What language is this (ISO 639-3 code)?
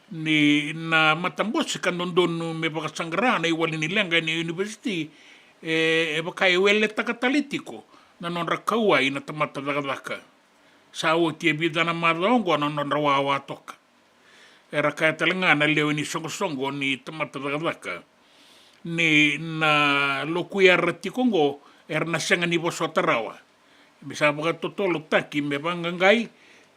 fij